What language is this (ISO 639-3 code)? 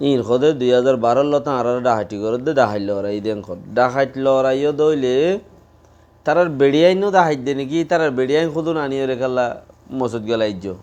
rhg